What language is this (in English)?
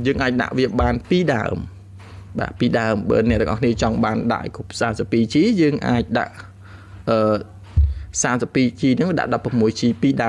Khmer